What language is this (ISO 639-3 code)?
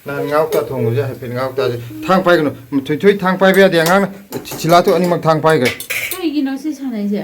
mni